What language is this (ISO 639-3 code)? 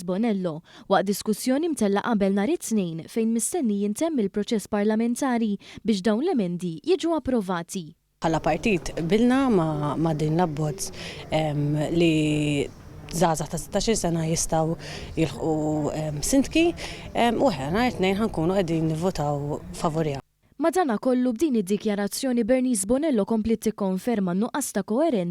mlt